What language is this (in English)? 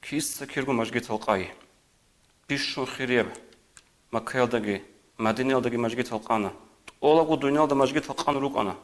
Avaric